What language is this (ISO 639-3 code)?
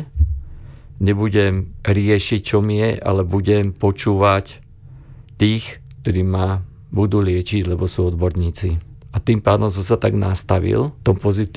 slk